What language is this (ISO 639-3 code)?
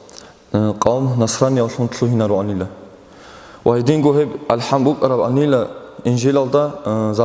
ava